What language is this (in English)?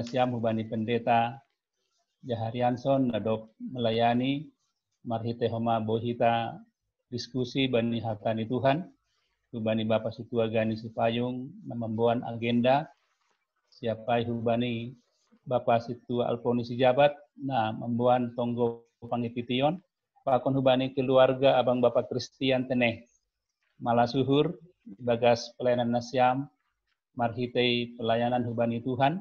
Batak Simalungun